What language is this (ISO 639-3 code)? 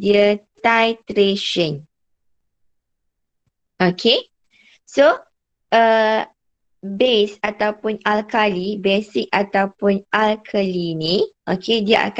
msa